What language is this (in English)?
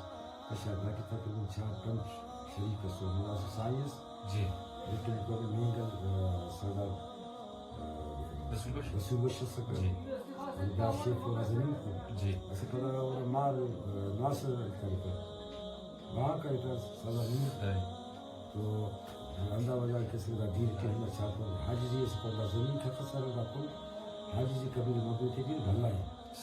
Brahui